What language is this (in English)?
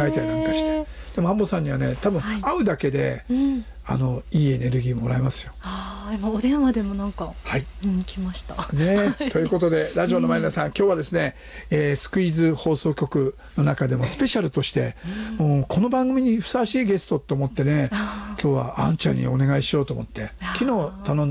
Japanese